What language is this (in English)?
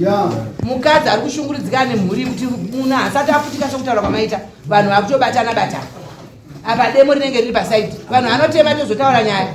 Shona